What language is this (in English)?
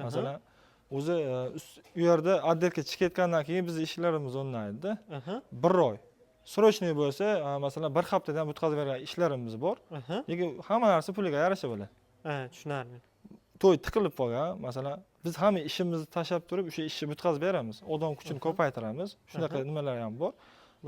Uzbek